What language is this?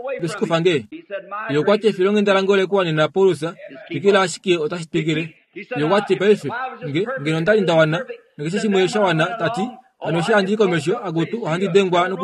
Kuanyama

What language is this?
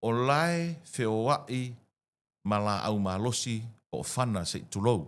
Samoan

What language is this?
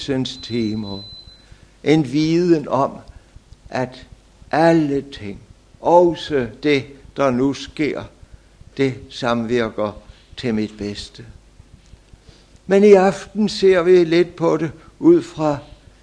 Danish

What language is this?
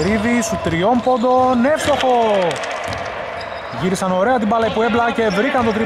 Greek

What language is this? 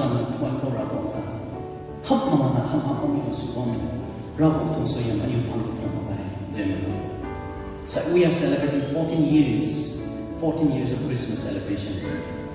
Rongmei Naga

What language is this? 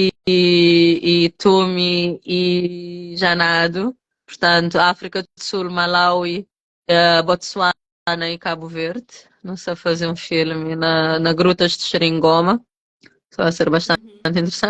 Kabuverdianu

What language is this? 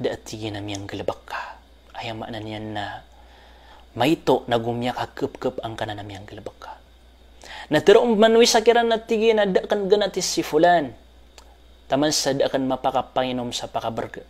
Maranao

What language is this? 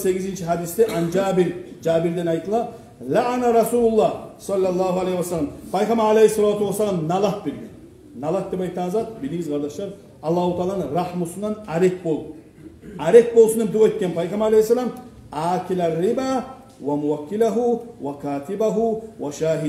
Kumyk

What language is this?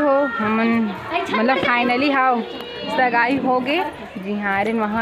Chhattisgarhi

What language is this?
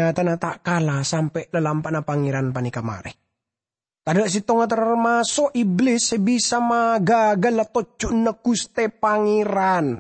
Madurese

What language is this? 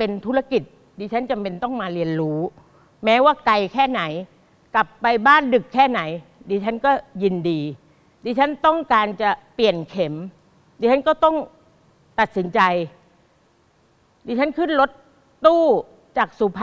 Thai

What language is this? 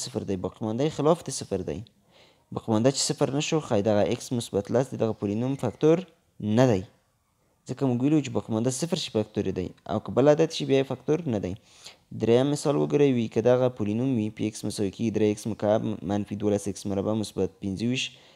Pashto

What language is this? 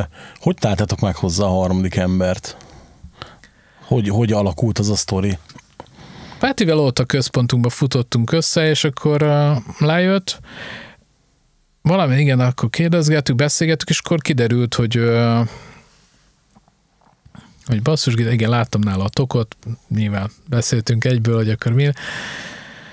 Hungarian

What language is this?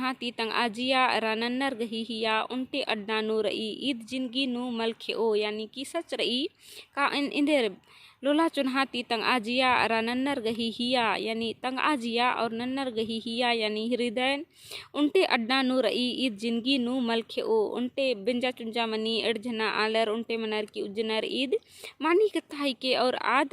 Kurukh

